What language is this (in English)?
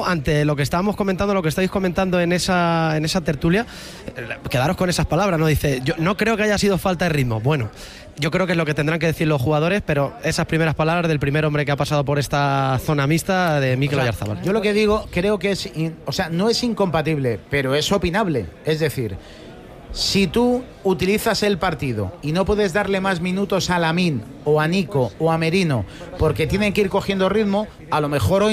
Spanish